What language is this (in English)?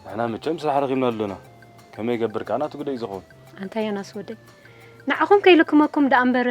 Tigrinya